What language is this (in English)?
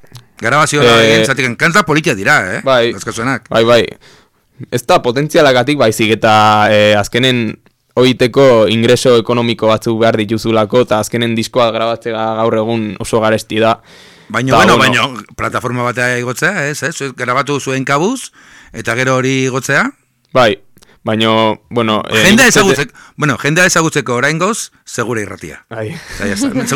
Basque